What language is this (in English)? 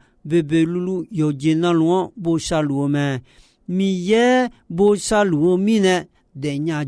Akha